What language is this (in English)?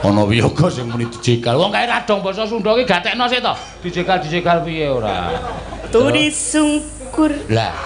Javanese